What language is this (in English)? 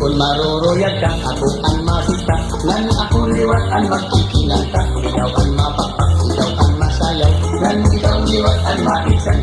Waray